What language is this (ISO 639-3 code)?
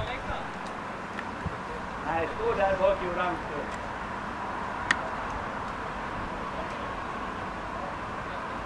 swe